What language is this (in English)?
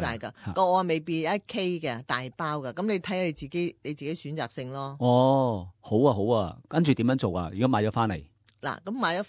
Cantonese